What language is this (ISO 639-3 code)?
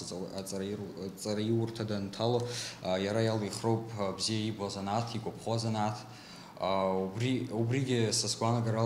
abk